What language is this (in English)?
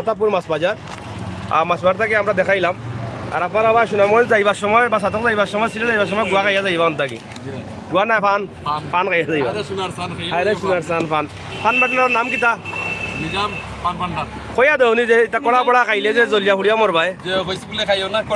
Sylheti